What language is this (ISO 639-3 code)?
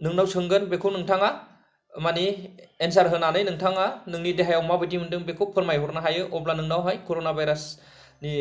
brx